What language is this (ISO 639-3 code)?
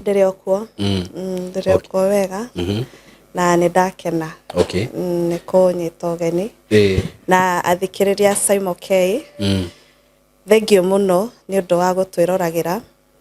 kik